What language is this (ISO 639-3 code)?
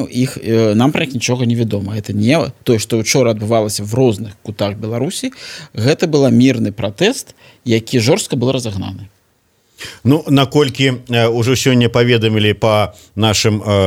bel